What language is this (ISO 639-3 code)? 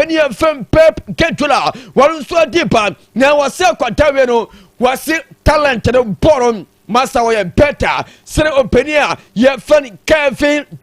aka